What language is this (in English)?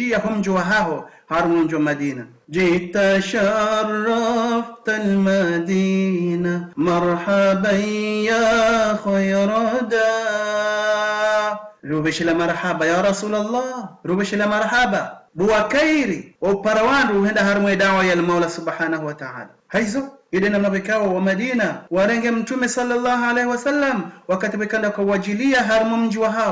Ngazidja Comorian